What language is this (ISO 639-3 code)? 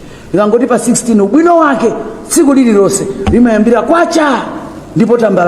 nya